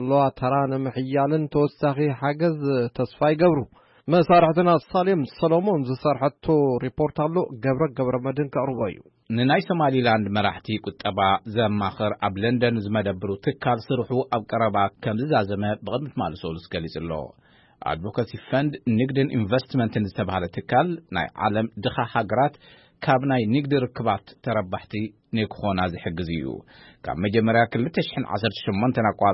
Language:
Tigrinya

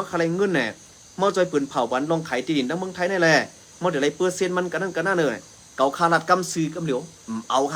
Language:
Shan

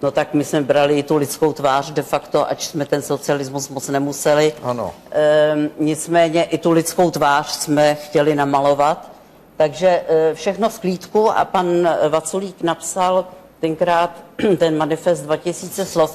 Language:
Czech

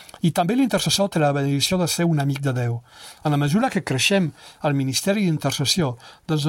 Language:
Catalan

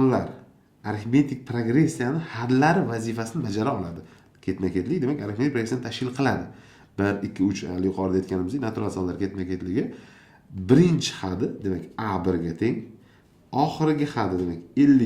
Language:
Uzbek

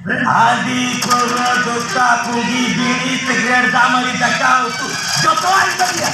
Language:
Santali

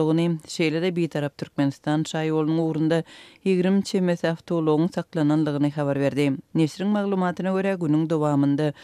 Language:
Turkmen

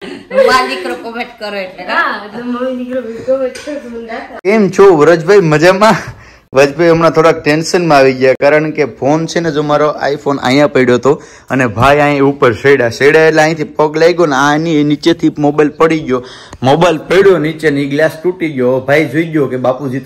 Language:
Gujarati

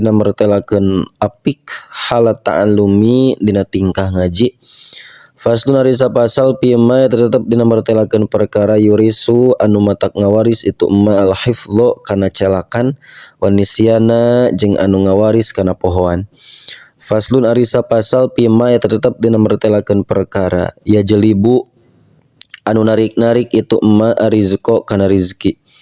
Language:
Sundanese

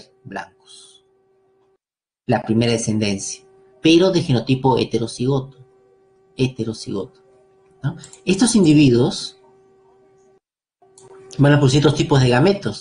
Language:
Spanish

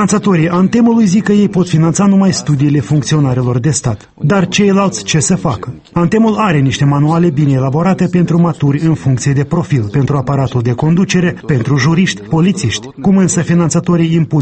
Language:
Romanian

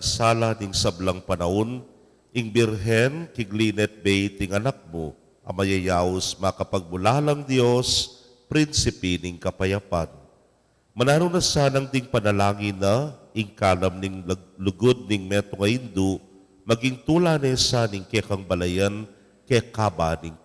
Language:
Pampanga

